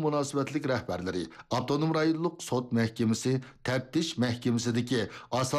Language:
Uyghur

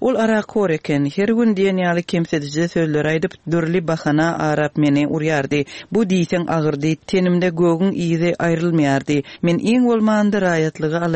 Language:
Turkmen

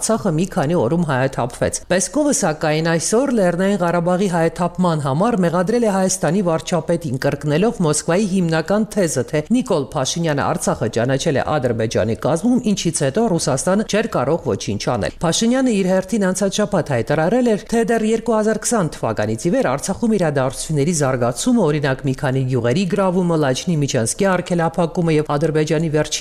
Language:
Armenian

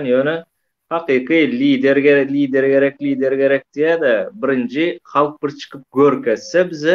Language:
Turkmen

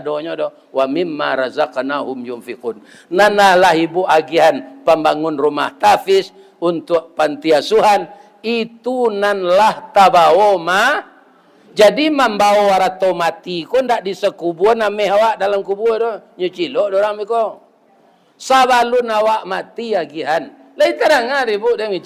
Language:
Minangkabau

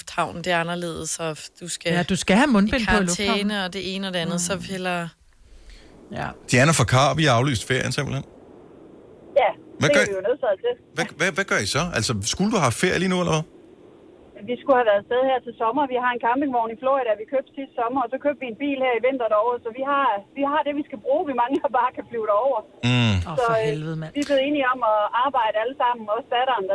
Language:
Danish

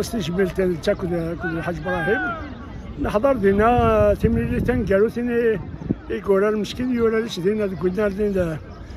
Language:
Kabyle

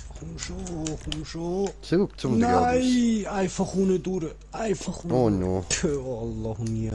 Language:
Swiss German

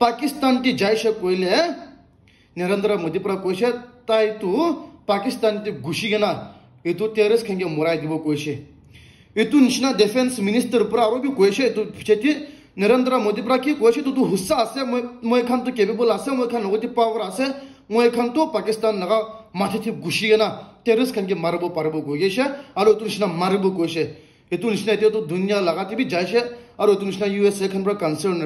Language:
Naga Pidgin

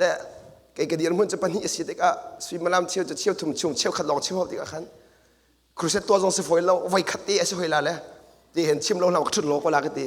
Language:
Hakha Chin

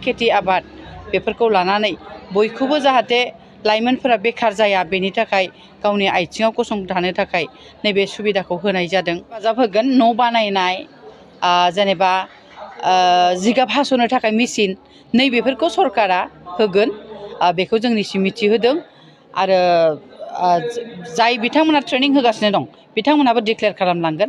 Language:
Bodo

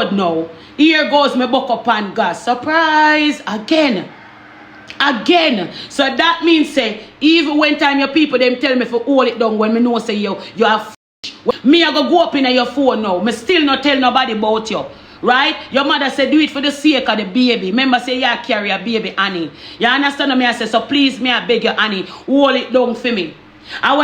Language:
Jamaican Creole English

